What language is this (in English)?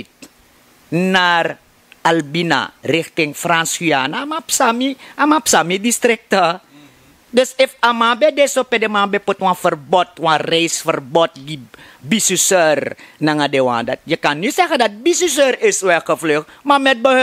Sranan Tongo